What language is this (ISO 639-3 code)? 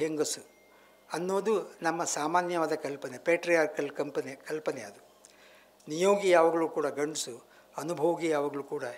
kan